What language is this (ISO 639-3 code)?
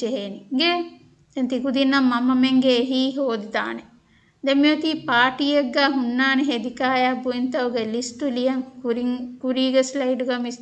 div